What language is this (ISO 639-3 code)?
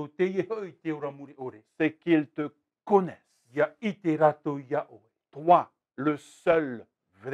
tah